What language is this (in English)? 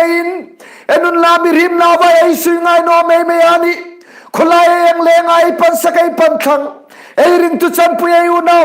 Hmar